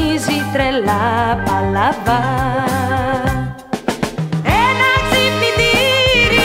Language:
Greek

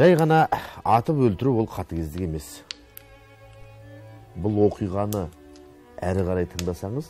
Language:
Kazakh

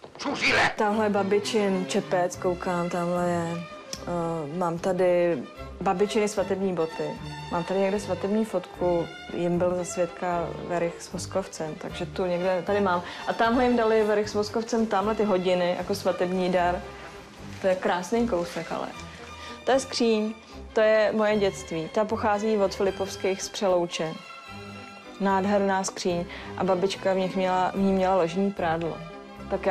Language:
Czech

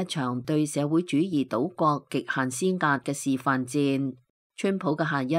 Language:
Cantonese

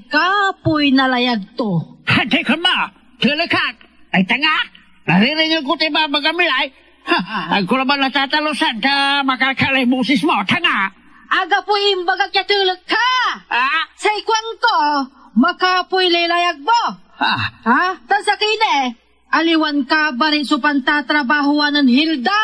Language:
Pangasinan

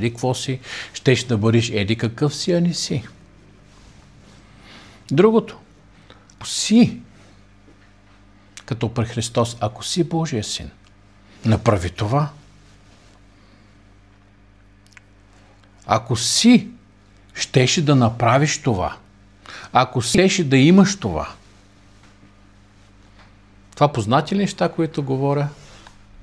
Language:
Bulgarian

